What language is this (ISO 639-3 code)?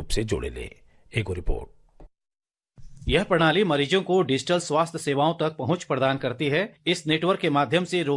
bho